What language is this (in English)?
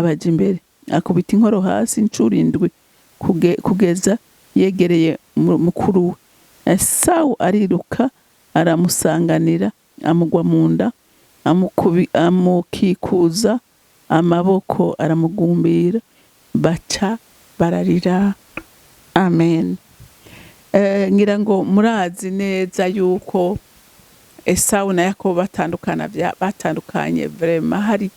Rundi